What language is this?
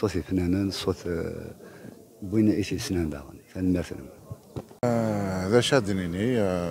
Kabyle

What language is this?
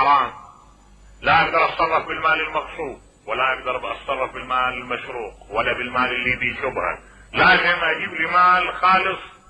Mesopotamian Arabic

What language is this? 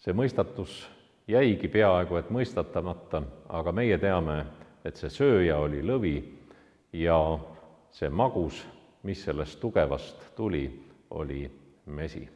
Estonian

